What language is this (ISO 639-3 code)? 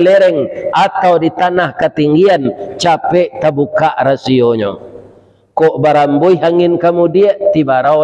min